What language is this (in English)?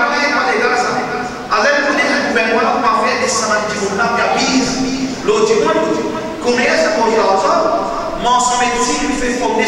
Morisyen